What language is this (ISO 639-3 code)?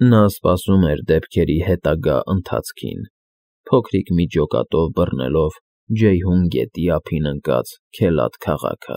hye